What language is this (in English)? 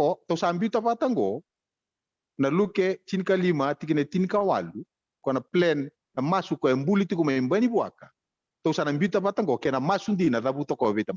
Fijian